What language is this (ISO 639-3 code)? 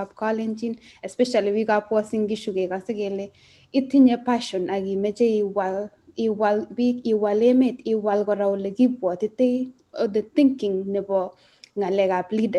kln